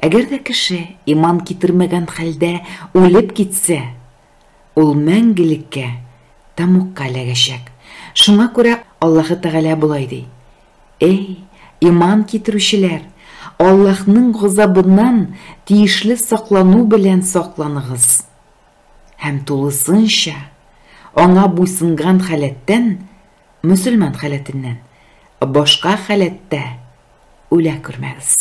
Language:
Tatar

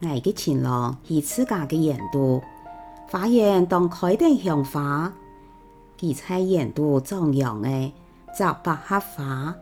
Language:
Hakka Chinese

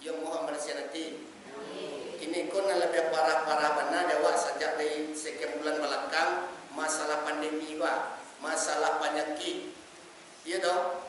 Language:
Minangkabau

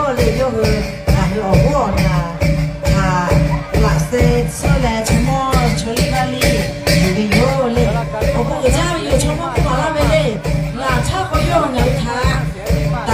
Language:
Lahu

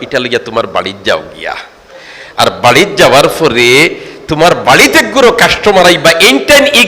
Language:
Sylheti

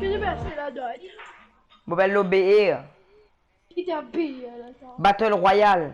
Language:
Morisyen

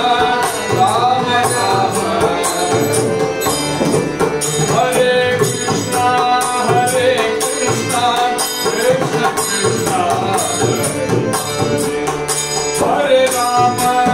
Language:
Tamil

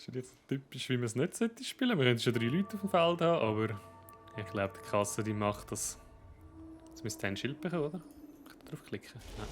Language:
Swiss German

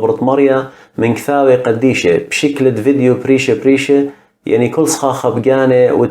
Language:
Assyrian Neo-Aramaic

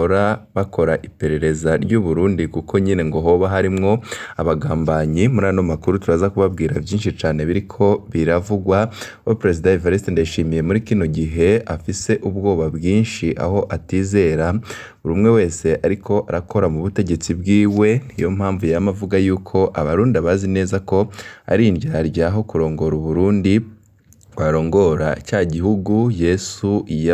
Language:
Rundi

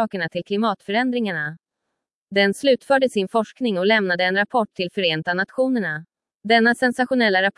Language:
Swedish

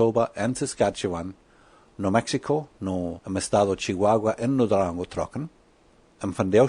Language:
Plautdietsch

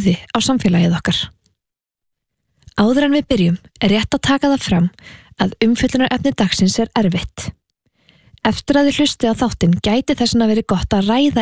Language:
Icelandic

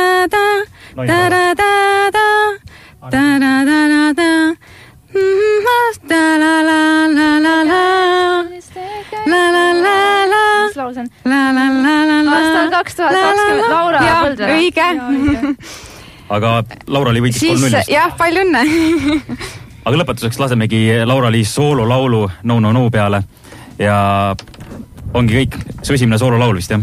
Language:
Estonian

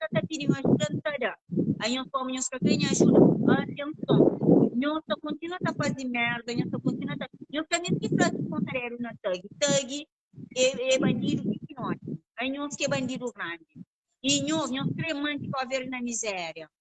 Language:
Kabuverdianu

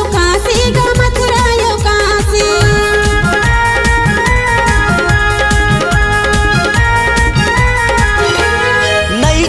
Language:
Chhattisgarhi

